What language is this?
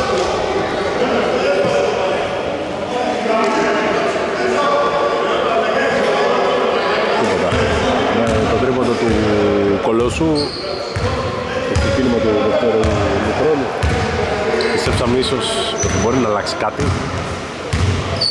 Greek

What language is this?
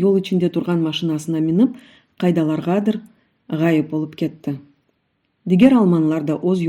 Crimean Tatar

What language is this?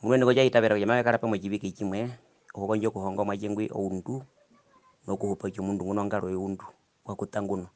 Herero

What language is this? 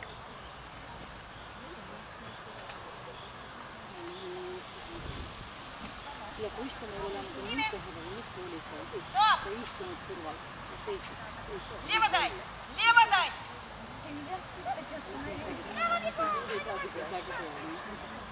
Estonian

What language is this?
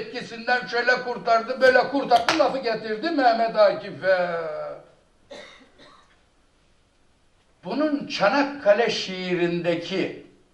Turkish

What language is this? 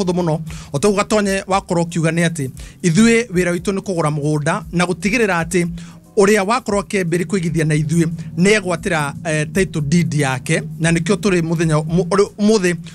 Kikuyu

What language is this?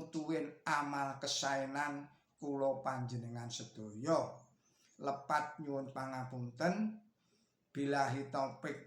Javanese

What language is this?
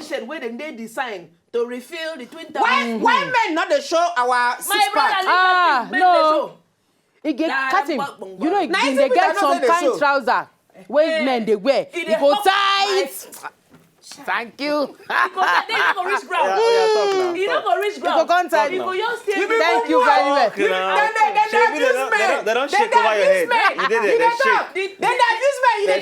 Nigerian Pidgin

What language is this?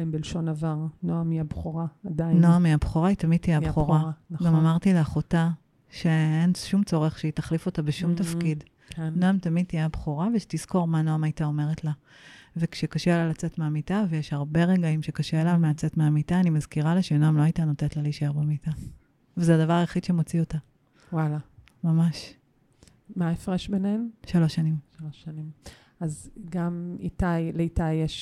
Hebrew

